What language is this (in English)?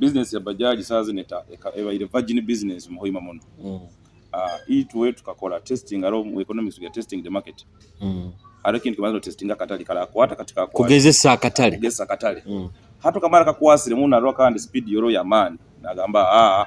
Nyoro